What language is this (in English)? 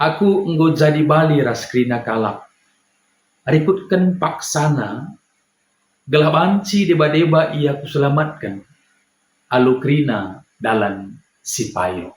Batak Karo